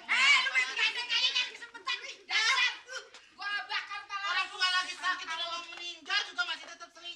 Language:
Betawi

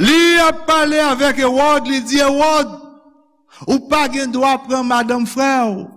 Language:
Haitian Creole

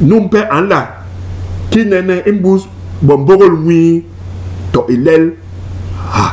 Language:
Basaa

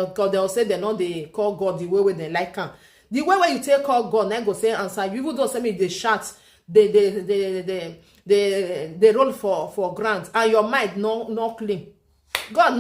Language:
Nigerian Pidgin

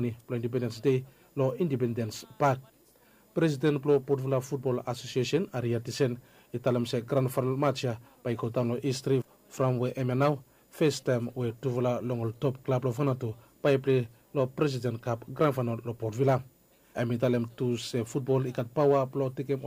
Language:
Bislama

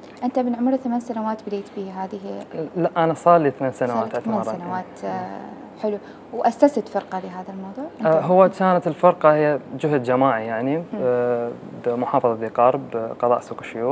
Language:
Mesopotamian Arabic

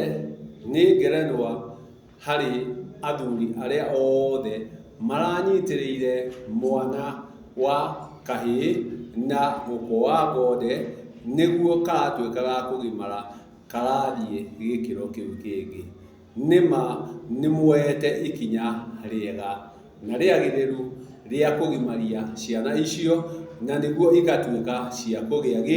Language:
Kikuyu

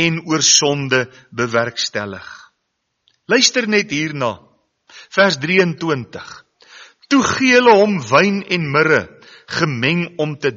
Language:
Afrikaans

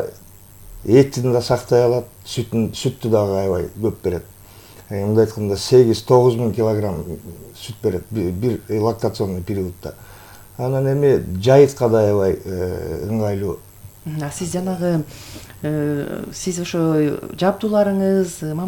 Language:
Kyrgyz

